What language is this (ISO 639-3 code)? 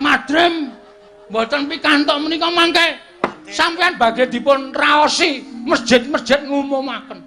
jav